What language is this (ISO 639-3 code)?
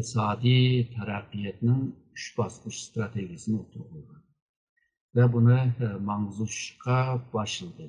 uig